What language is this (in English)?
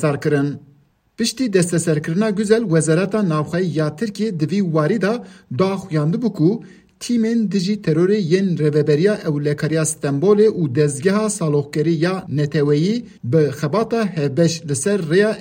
Kurdish